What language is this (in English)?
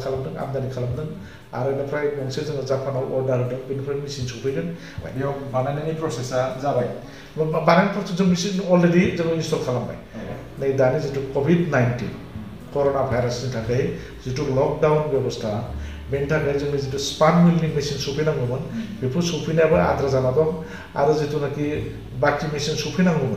Bodo